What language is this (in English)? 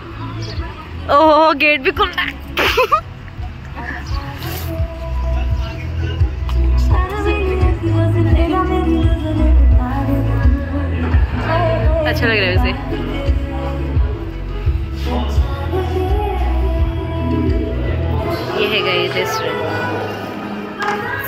Hindi